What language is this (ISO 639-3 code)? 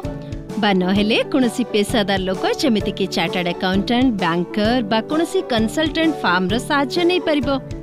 ori